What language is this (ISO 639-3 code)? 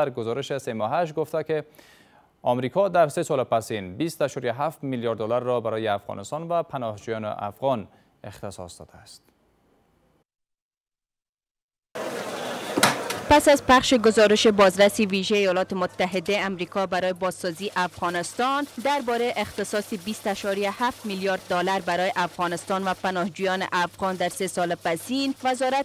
fas